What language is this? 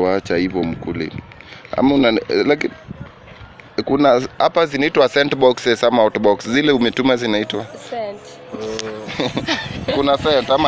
Swahili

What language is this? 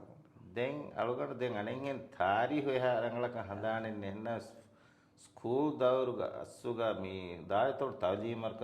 Divehi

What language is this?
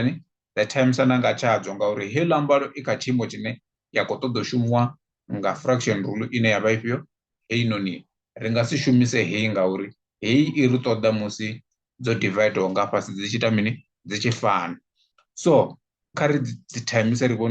Venda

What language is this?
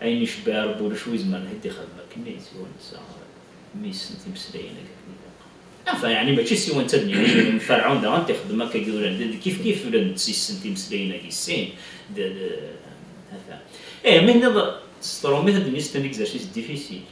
Kabyle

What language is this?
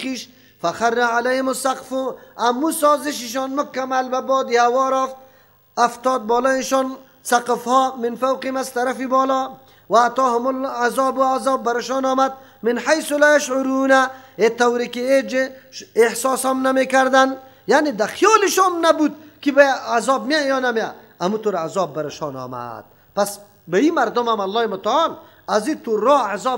Persian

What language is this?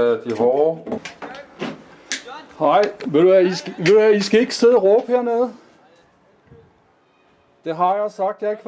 Danish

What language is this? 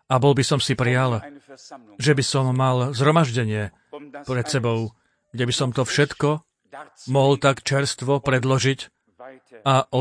Slovak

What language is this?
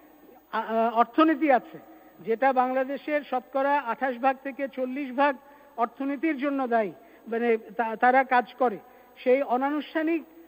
Bangla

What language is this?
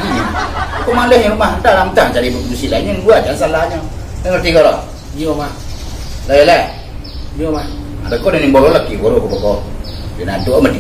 Minangkabau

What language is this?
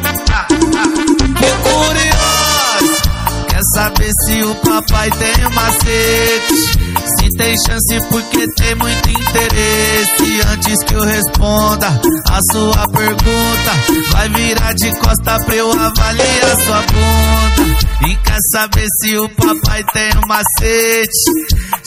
Portuguese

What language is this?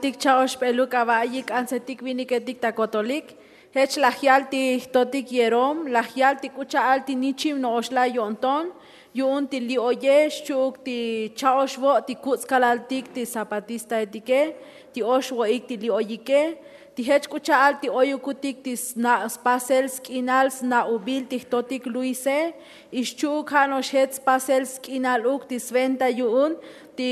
Tzotzil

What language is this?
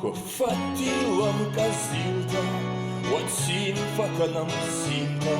Ossetic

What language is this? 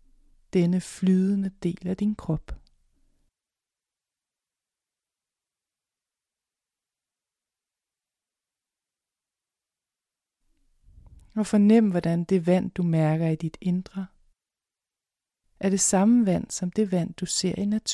Danish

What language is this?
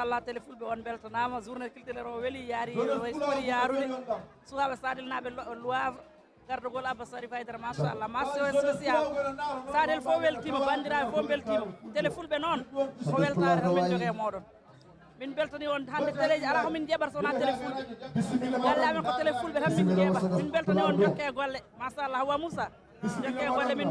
Fula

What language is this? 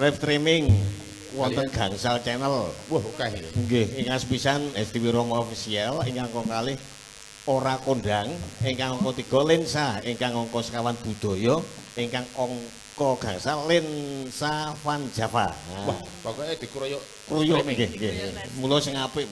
Javanese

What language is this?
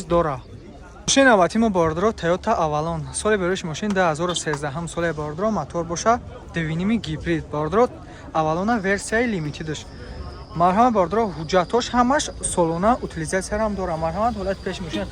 Tajik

